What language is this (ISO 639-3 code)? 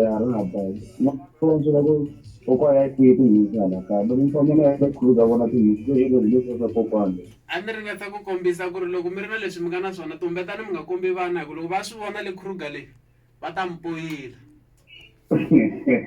tso